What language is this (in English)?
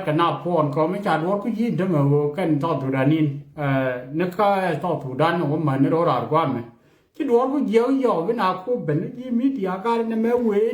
Nuer